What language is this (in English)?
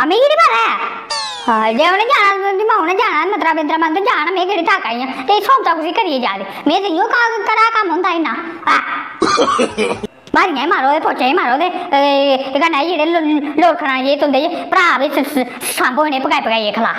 Dogri